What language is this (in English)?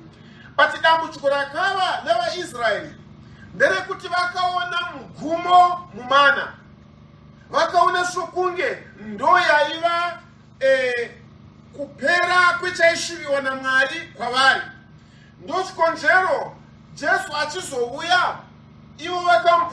Shona